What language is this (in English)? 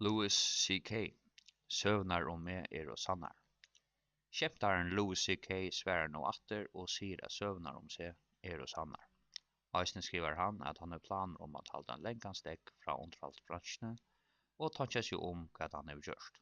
Faroese